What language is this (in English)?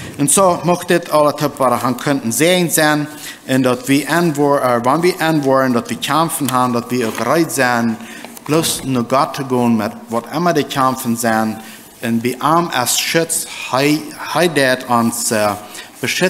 Plautdietsch